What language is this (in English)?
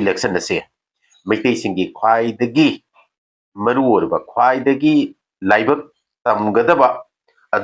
Manipuri